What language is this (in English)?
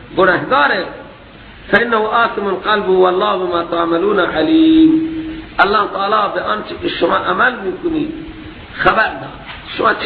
Persian